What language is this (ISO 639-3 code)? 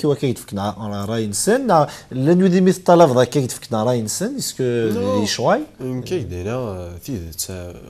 kab